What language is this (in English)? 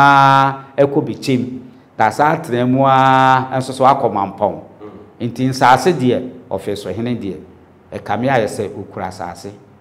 Akan